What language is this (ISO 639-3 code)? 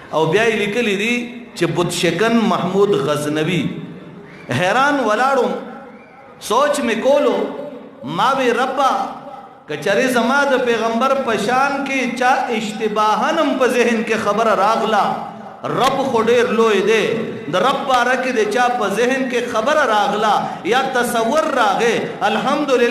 pus